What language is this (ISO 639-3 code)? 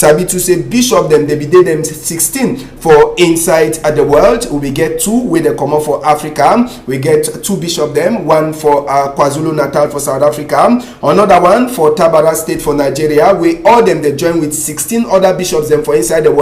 wes